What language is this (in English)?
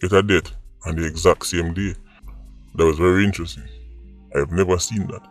Jamaican Creole English